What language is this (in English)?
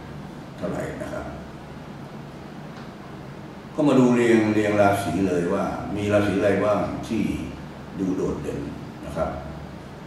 Thai